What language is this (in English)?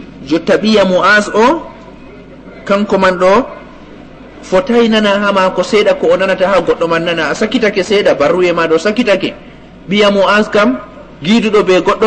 Fula